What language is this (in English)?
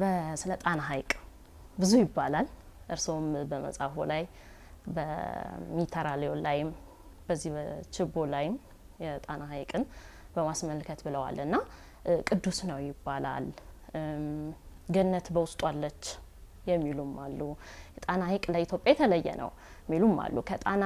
Amharic